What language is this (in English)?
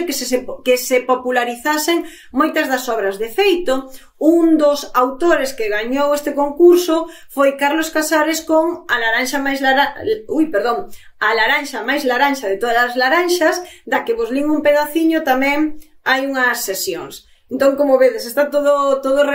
Galician